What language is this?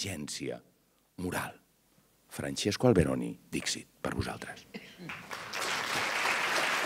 Catalan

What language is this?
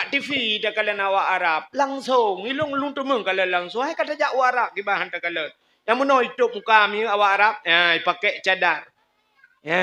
Achinese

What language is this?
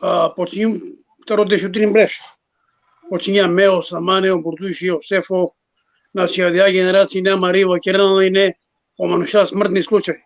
Balkan Romani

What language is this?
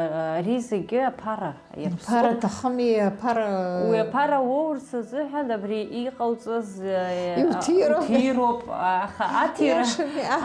Abkhazian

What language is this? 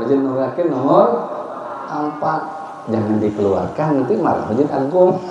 Banjar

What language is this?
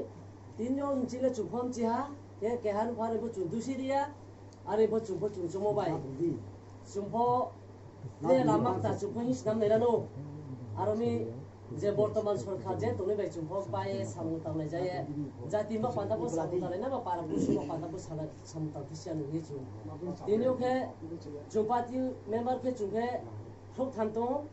Riang (India)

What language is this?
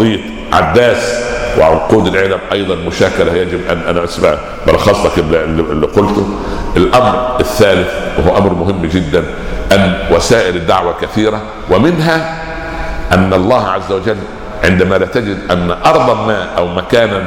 Arabic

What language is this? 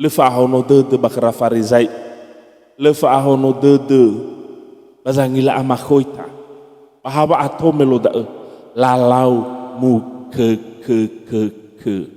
Nias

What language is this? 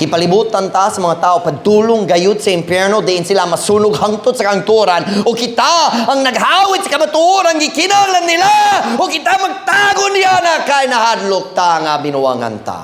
Cebuano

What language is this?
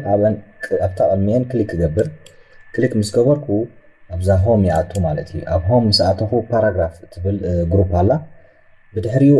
Tigrinya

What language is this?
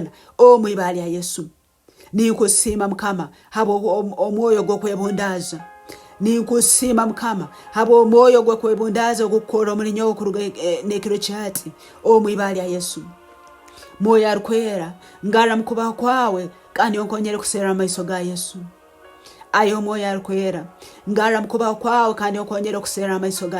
Tooro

